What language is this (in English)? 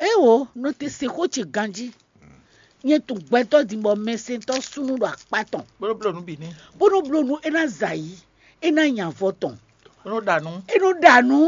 Fon